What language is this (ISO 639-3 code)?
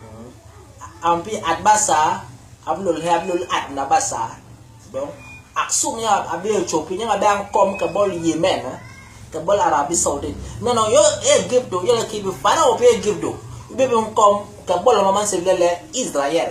bas